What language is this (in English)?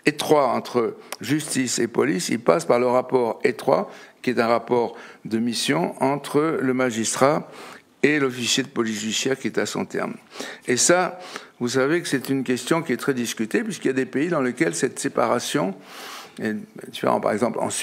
French